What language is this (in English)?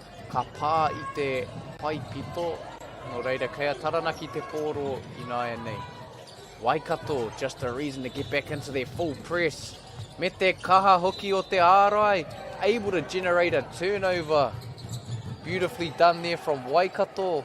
Māori